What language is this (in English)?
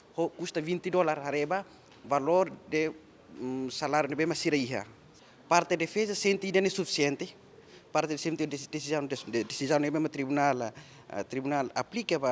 Tetum